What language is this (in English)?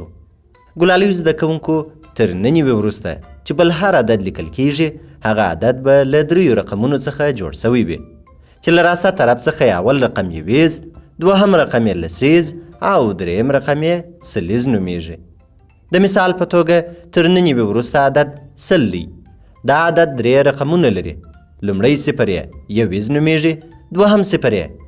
Pashto